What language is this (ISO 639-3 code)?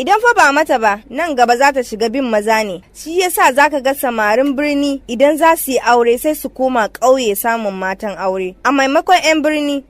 hau